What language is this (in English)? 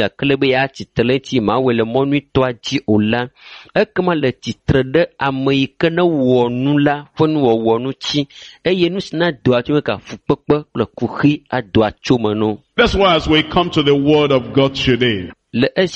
Ewe